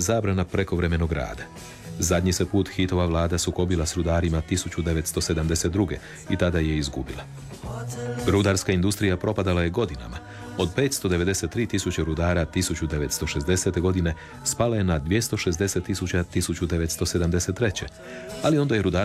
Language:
Croatian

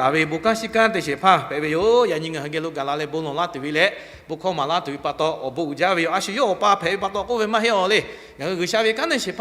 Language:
Lahu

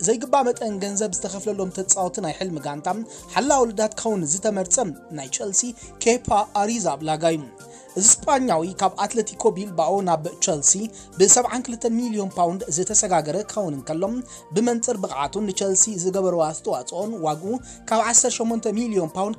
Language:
Tigrinya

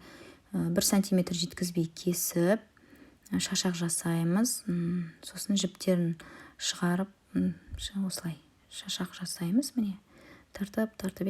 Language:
Kazakh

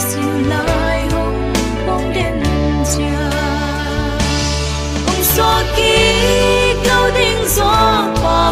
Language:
Paite Chin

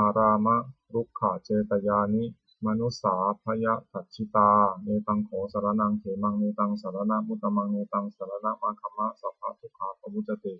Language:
Pali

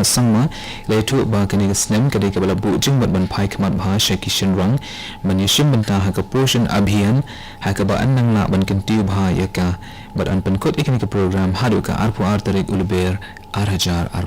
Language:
Khasi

